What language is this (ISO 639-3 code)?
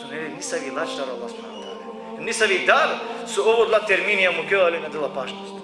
rmn